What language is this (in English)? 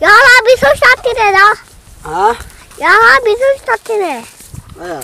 Saraiki